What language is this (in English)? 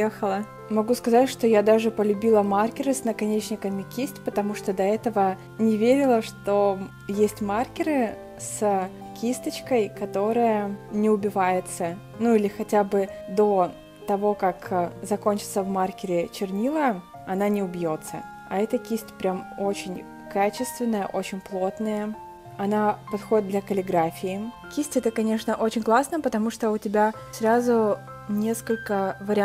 Russian